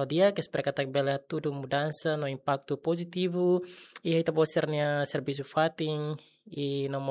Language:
Tetum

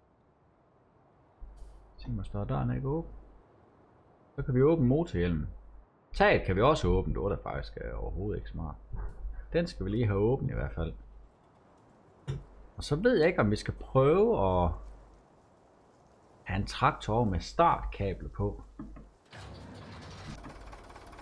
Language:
Danish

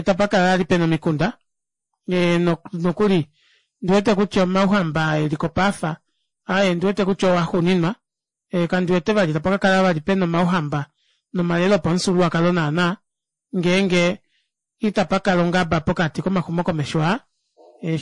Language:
Kuanyama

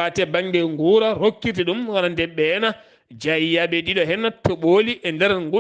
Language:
Fula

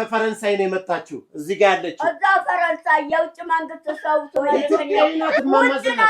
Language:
Amharic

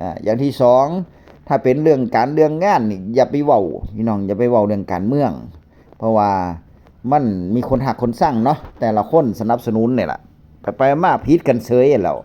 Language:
Northeastern Thai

